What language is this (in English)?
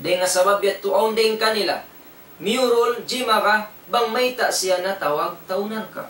Tausug